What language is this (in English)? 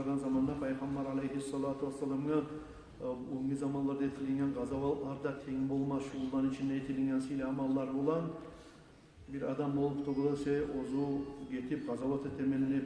Kumyk